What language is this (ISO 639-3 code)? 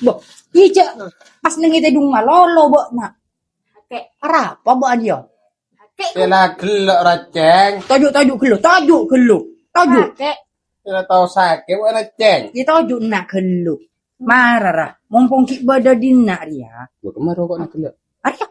mad